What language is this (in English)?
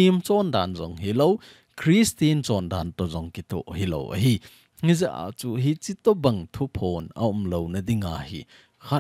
Thado Chin